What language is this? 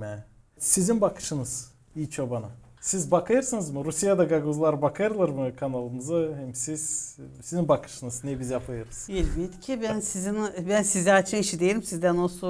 Gagauz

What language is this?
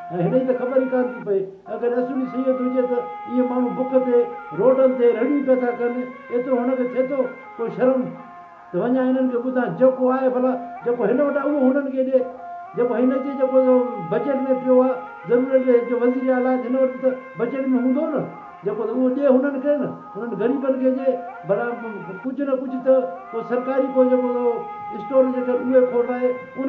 Sindhi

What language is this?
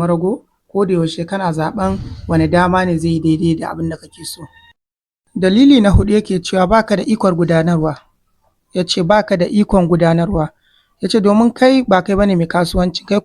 Hausa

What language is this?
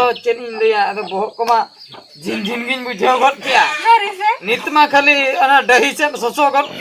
Santali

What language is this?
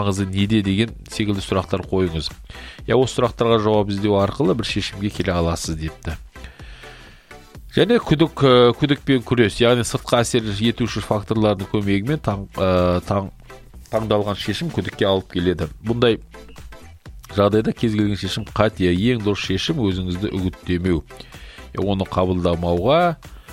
Kazakh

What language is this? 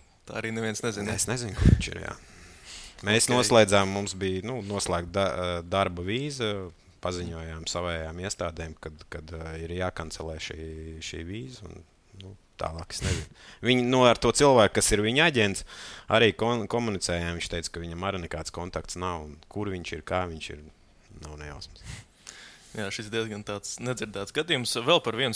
Latvian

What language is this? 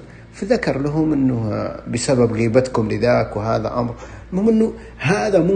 Najdi Arabic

